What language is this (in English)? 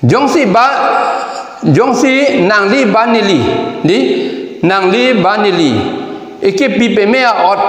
Karbi